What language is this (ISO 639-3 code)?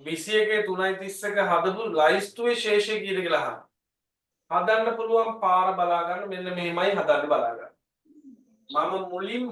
sin